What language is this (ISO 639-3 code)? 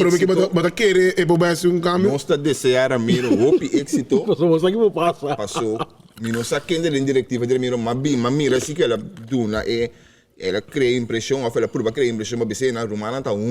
pap